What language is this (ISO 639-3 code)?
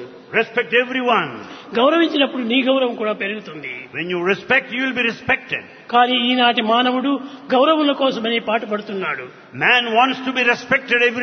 tel